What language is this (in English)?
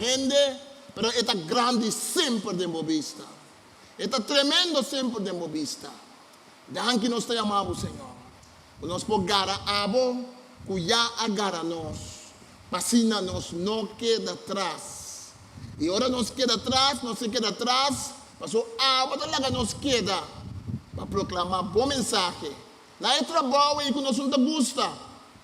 Papiamento